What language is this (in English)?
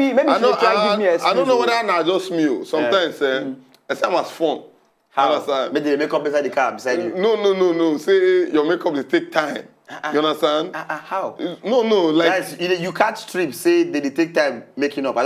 Nigerian Pidgin